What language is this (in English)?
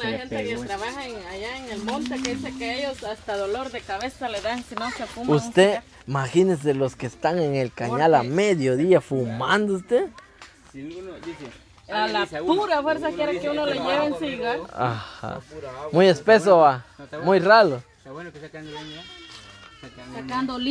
Spanish